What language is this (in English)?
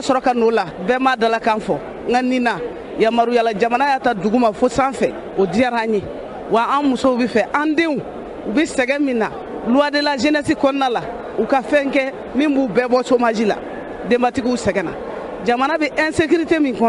Bambara